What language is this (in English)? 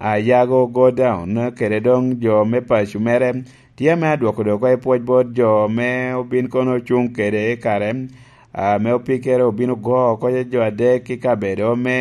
Lango (Uganda)